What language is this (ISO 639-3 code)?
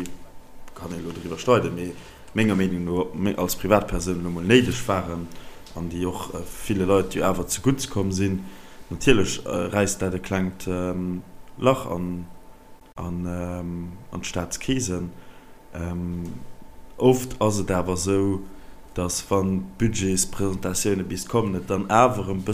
ltz